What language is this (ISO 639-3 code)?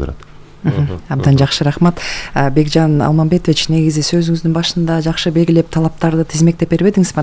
kir